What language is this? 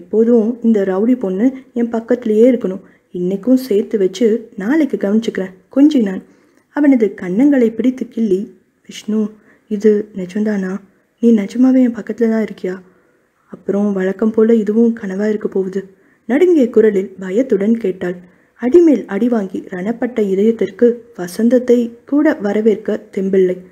Tamil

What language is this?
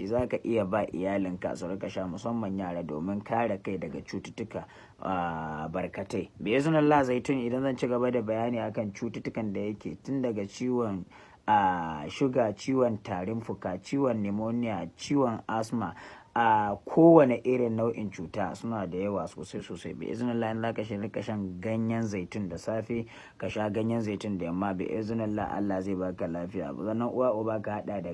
Hausa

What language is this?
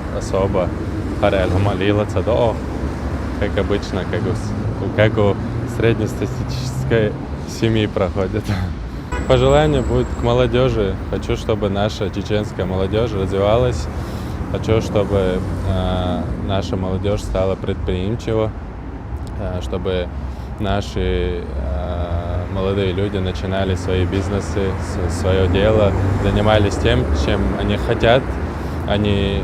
Chechen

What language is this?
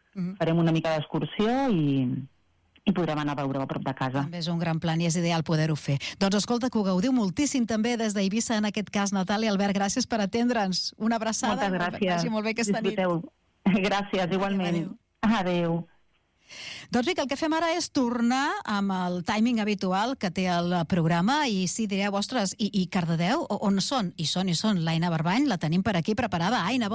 Catalan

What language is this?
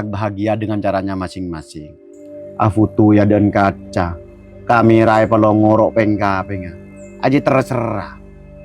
Madurese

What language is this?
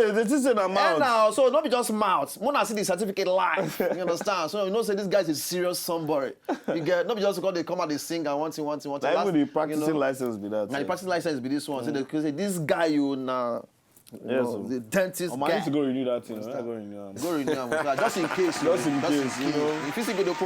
Nigerian Pidgin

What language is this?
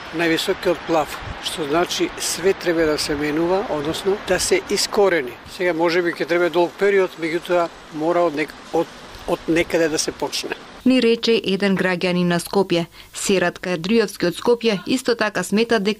Macedonian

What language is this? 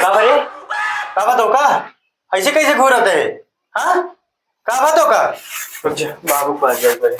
Awadhi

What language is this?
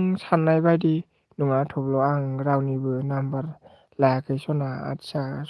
Bodo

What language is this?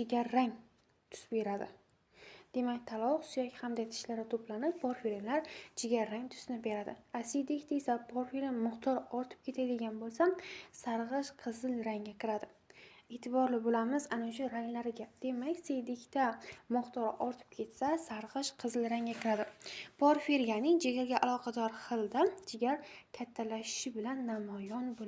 Uzbek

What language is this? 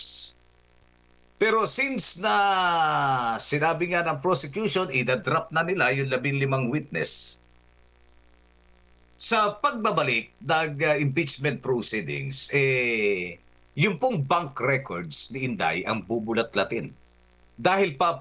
Filipino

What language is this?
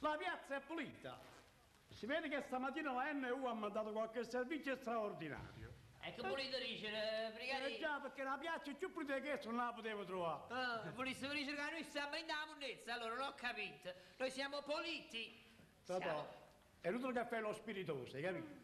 Neapolitan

